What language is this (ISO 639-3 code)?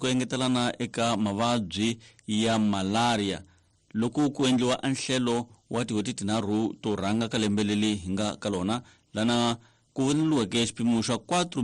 tso